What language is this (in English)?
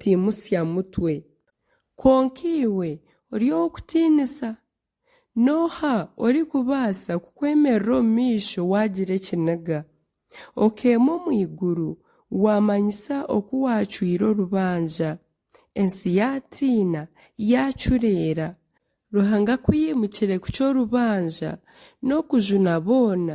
Nyankole